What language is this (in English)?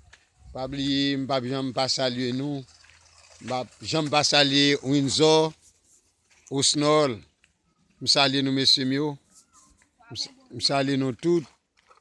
Haitian Creole